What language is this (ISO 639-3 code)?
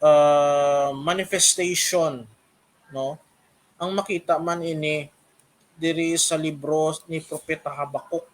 hil